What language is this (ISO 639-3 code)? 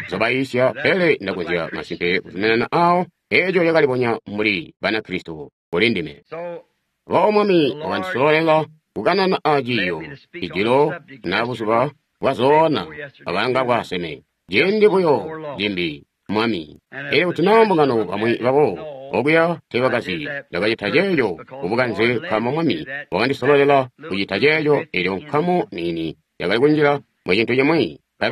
toi